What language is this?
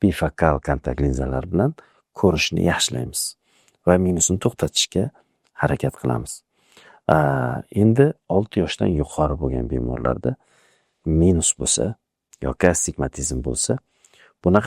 Uzbek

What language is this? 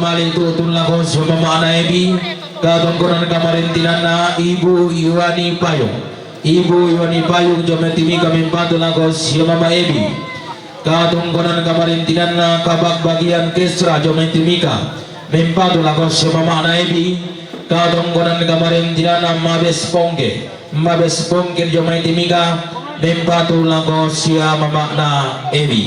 Toraja-Sa'dan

